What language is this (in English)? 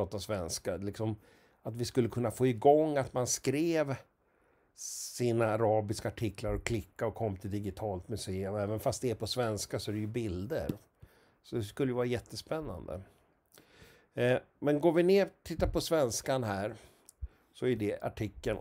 Swedish